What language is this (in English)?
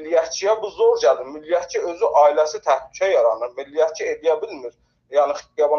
South Azerbaijani